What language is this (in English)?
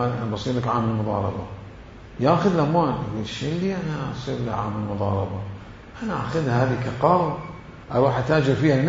Mesopotamian Arabic